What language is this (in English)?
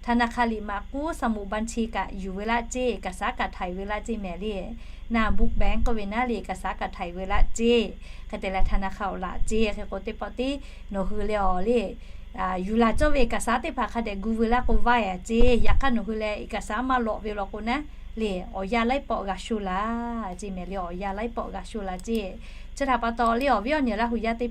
Lahu